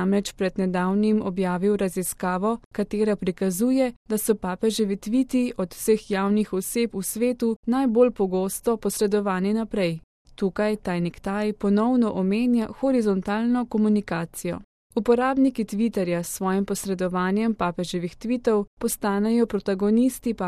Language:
Slovenian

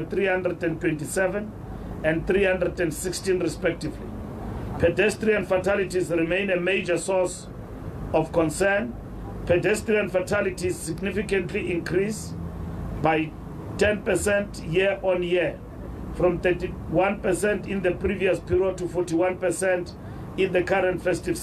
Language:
English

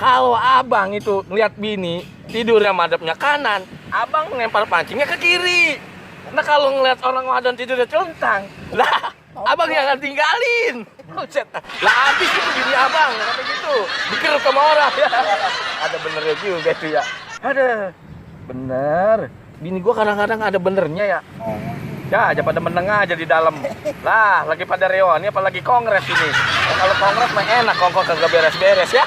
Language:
Betawi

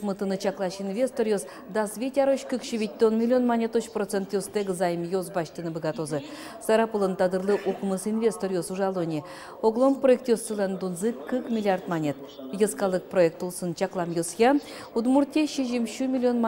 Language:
Udmurt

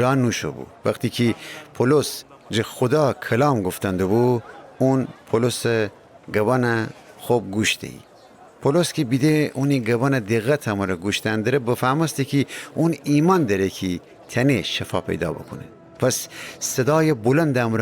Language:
Gilaki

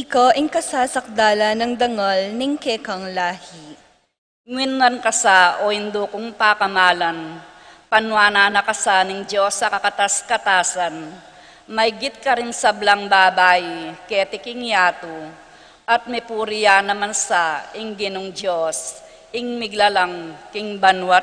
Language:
Pampanga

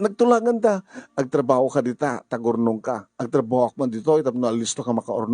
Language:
Iloko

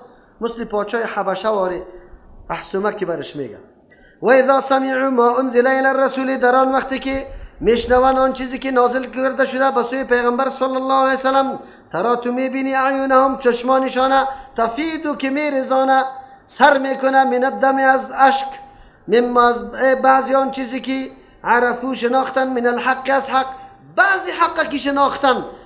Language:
Persian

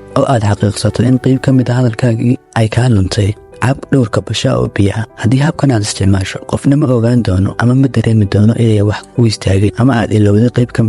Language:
Somali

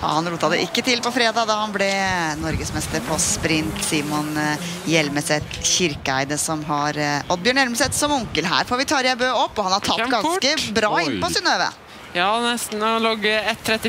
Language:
Norwegian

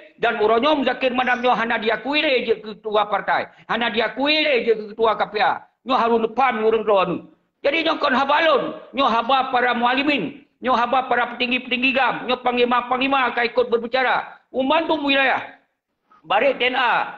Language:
Achinese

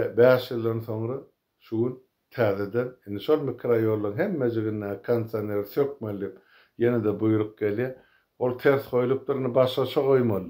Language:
Turkmen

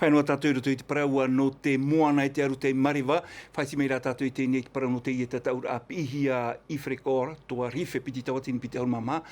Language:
Tahitian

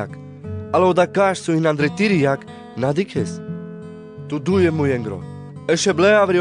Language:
Carpathian Romani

